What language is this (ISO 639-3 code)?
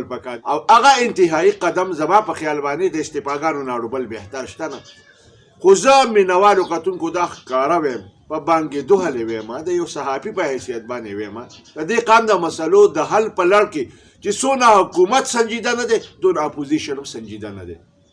pus